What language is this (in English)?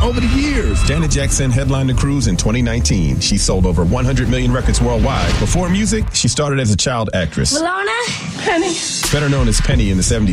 English